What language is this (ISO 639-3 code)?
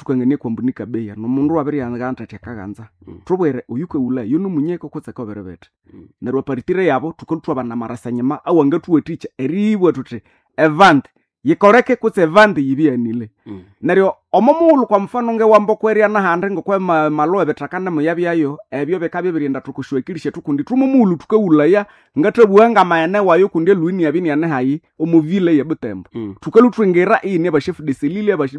nnb